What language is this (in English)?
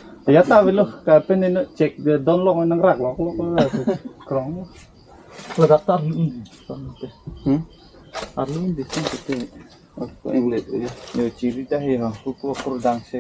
Karbi